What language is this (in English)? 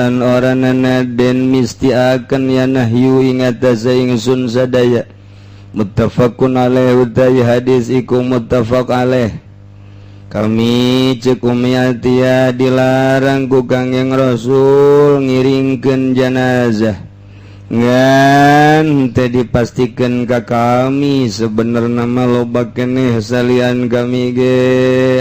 Sundanese